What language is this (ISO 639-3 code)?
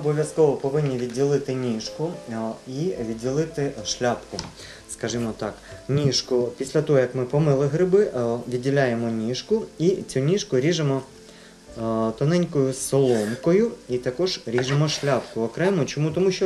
ukr